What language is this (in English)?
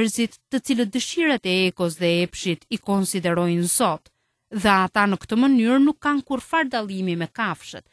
Albanian